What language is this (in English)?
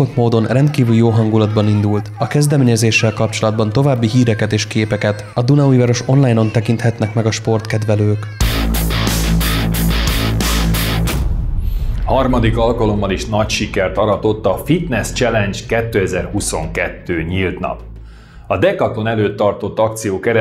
Hungarian